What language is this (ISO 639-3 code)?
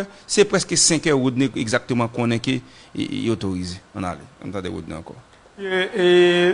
hat